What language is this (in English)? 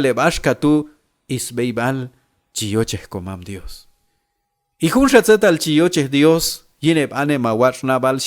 Q'anjob'al